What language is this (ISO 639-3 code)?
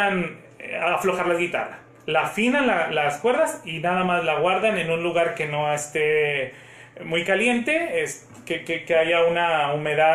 spa